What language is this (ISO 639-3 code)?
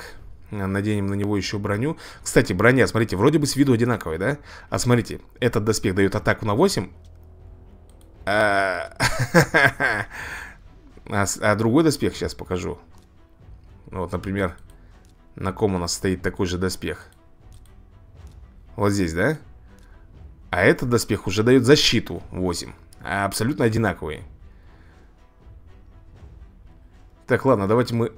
rus